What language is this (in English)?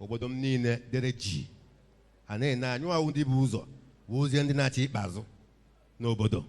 Igbo